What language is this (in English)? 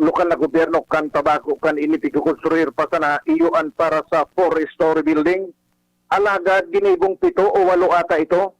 Bikol